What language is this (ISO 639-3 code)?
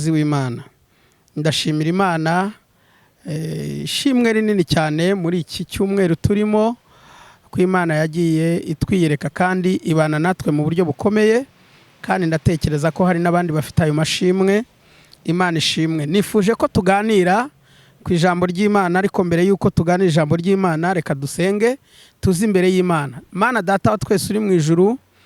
kin